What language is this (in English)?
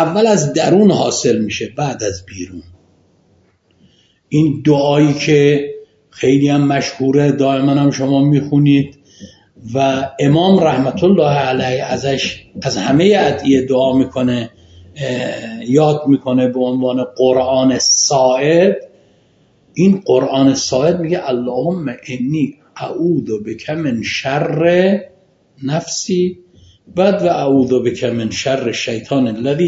Persian